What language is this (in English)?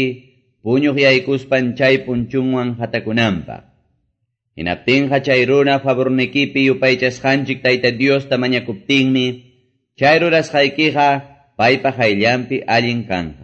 Quechua